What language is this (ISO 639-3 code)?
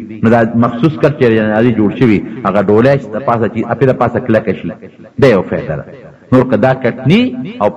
pus